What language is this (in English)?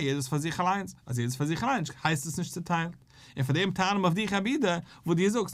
Yiddish